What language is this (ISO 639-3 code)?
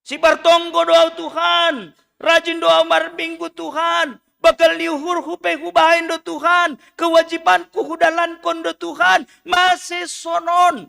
bts